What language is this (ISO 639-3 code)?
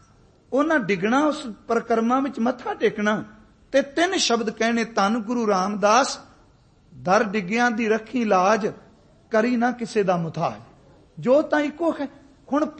pan